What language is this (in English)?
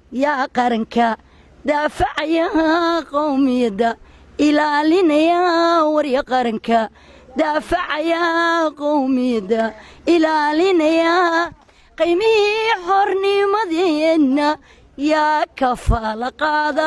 Somali